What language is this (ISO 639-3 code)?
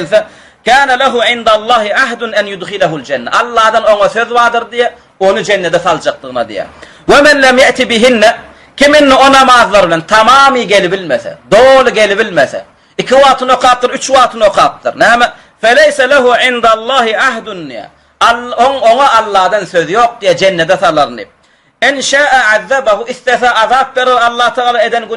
tuk